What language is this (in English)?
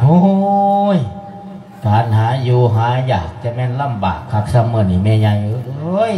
Lao